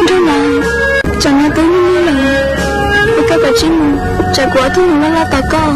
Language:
Hmong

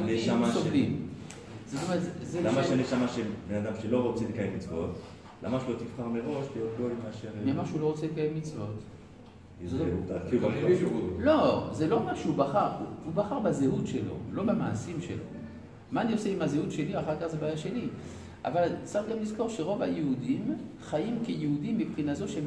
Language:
Hebrew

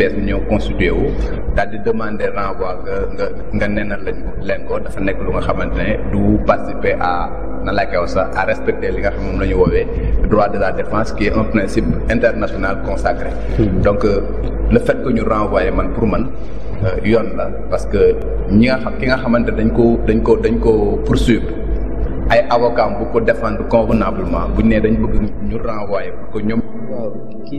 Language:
Wolof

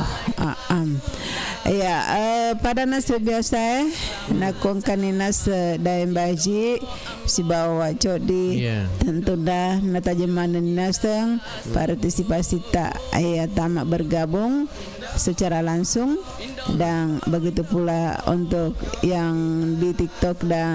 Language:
Buginese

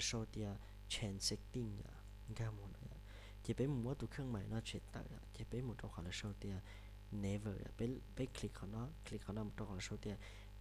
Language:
Hmong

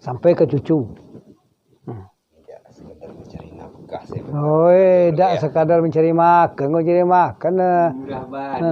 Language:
Minangkabau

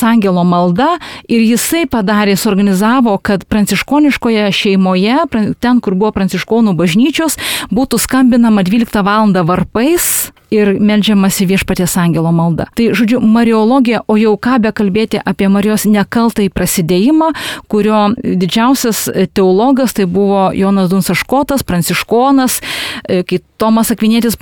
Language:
Lithuanian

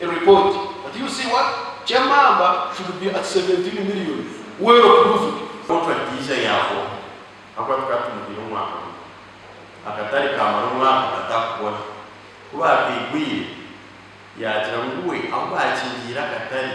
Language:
Nyankole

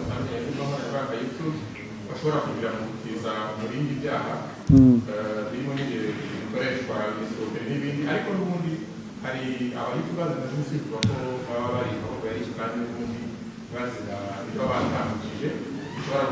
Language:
Kinyarwanda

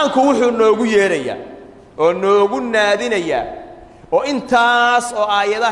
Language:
Somali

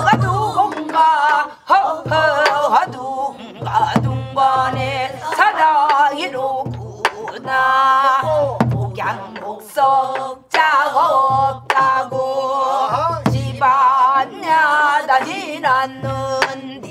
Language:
Korean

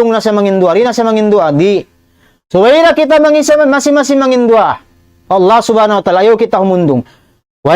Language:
Tausug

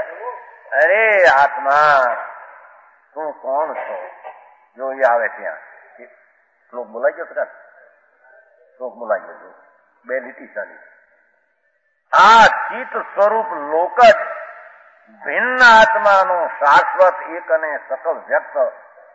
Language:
Gujarati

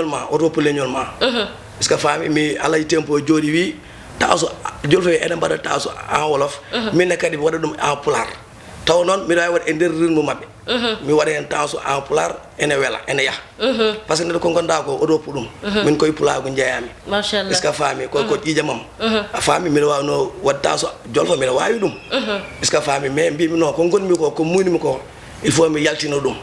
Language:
Fula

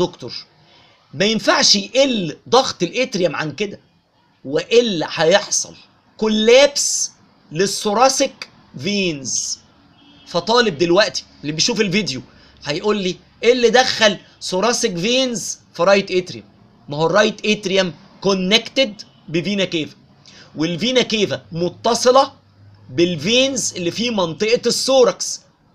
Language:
Egyptian Arabic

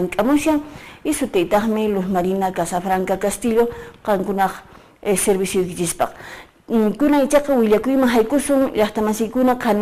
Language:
Quechua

